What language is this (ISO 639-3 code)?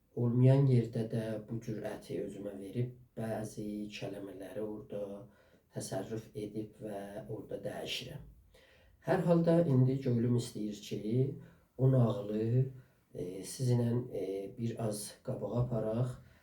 azb